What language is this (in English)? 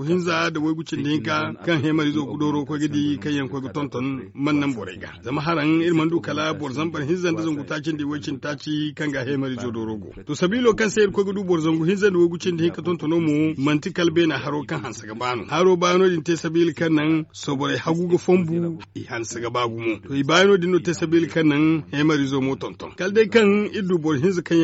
Zarma